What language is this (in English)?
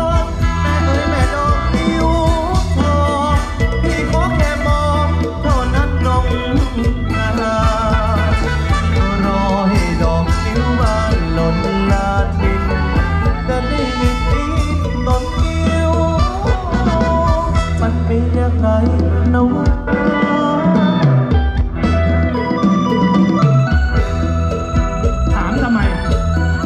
Thai